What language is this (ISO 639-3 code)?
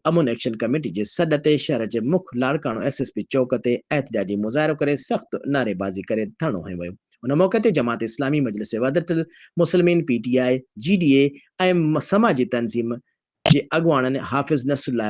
snd